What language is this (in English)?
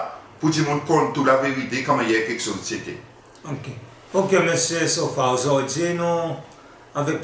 Seselwa Creole French